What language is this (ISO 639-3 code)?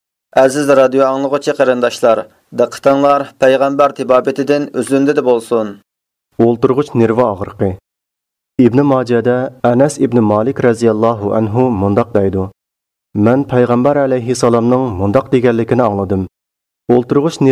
uig